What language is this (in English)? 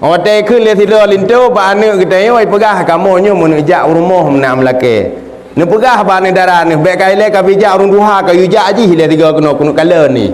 Achinese